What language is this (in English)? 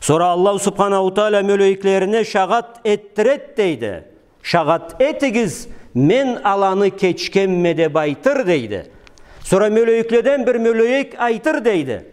Karachay-Balkar